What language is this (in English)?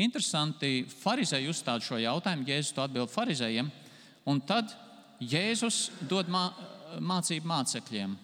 Latvian